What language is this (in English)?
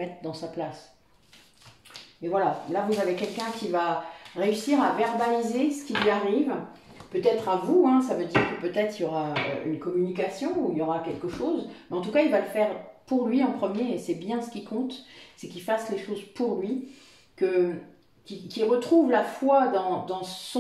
French